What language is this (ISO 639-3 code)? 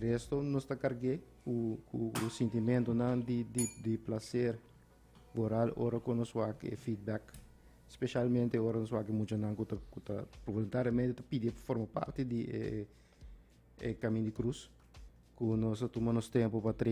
pap